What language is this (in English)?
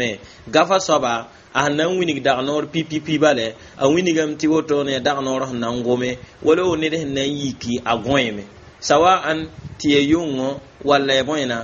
Mossi